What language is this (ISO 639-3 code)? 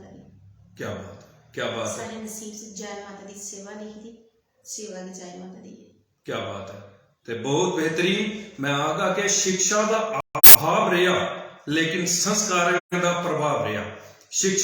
doi